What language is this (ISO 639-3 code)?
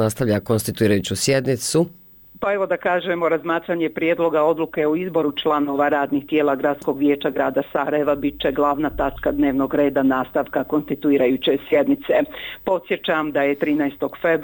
bos